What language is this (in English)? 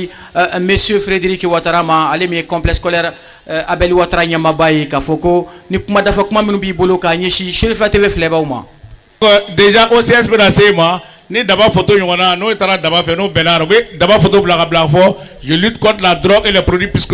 Bambara